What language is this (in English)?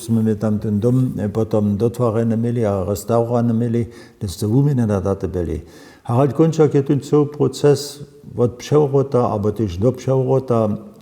Upper Sorbian